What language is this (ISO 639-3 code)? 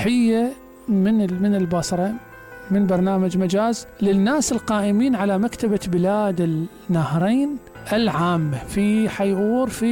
acm